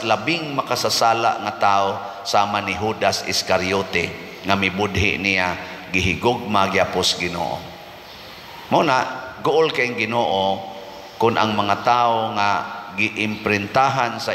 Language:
Cebuano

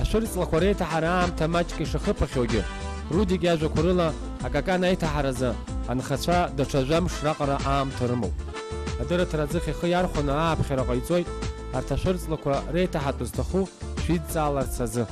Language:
Abkhazian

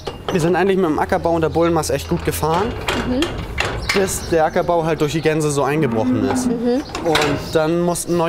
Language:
German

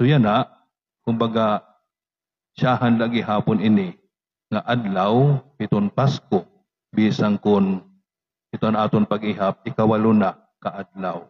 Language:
Waray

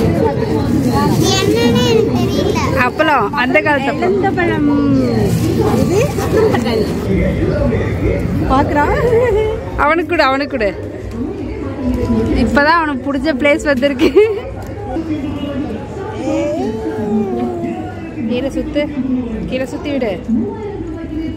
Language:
Tamil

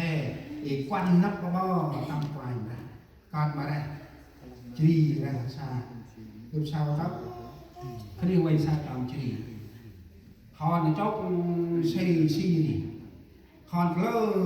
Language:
Central Mnong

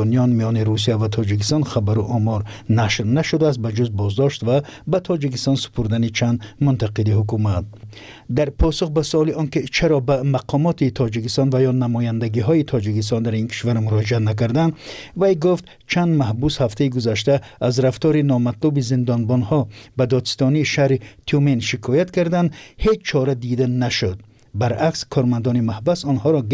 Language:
Persian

